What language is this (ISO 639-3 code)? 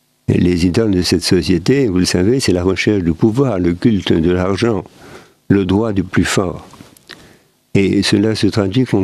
fra